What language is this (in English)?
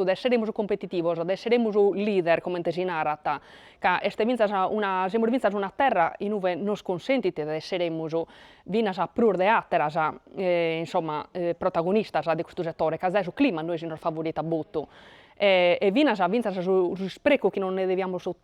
Sardinian